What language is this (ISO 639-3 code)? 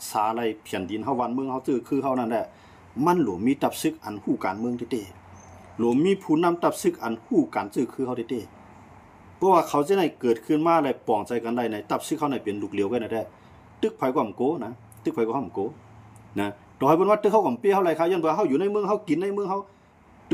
shn